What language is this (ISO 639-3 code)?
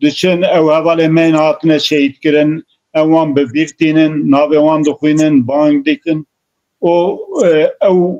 kur